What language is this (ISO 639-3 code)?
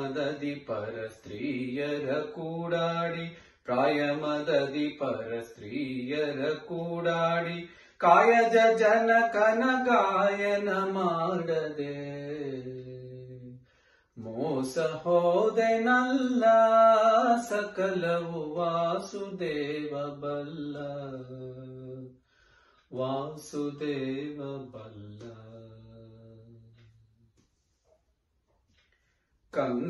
kan